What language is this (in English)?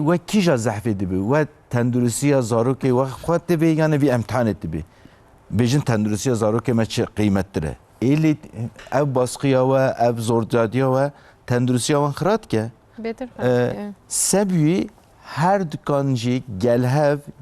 Kurdish